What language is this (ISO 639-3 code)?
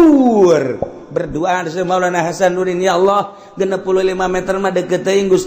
sun